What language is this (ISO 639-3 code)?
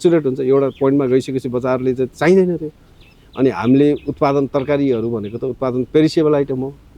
nep